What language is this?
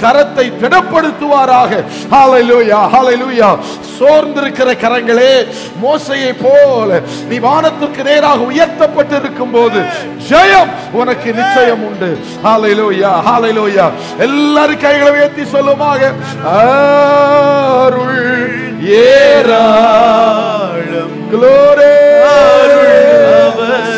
Tamil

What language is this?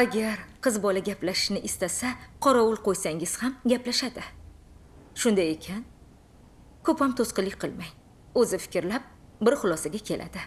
Uzbek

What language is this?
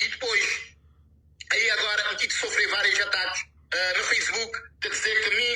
Kabuverdianu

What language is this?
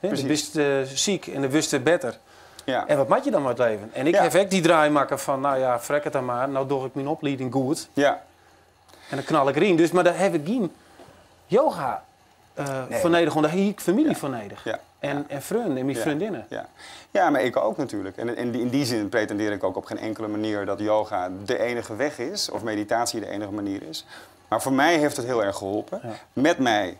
Western Frisian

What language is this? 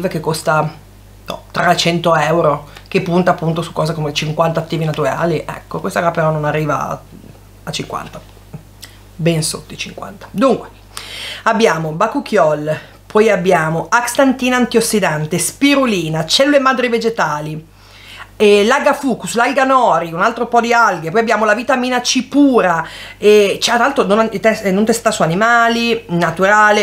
Italian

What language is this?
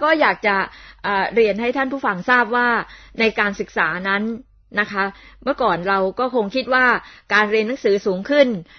Thai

